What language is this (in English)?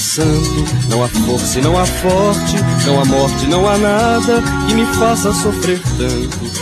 Portuguese